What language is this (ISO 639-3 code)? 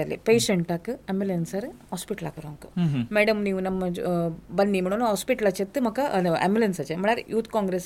kok